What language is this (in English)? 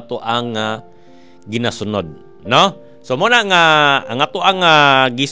Cebuano